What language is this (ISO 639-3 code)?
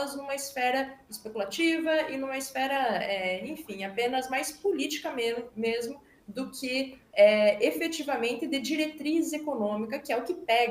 por